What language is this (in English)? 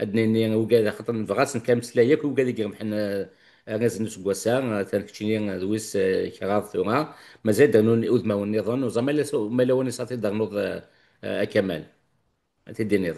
Kabyle